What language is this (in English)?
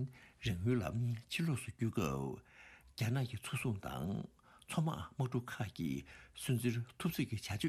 Tibetan